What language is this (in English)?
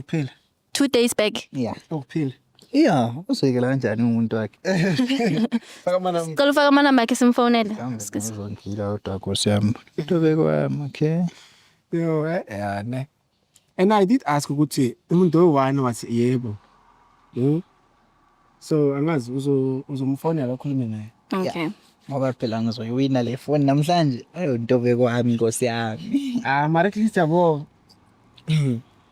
Zulu